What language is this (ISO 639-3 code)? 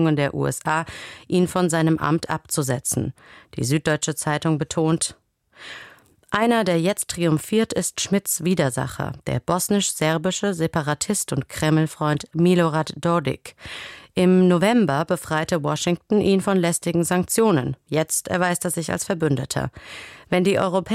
deu